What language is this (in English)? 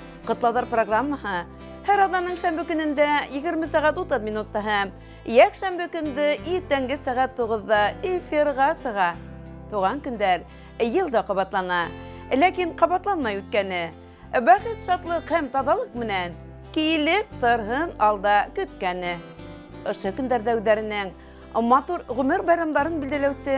Bashkir